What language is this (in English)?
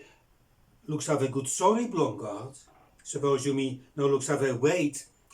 Bislama